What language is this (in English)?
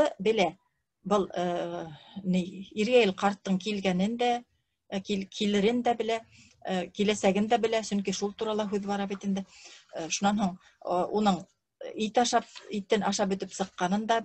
Bashkir